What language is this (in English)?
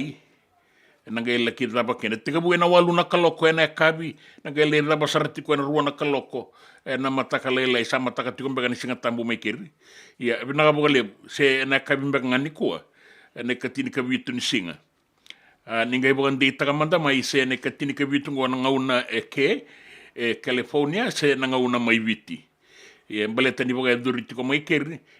Fijian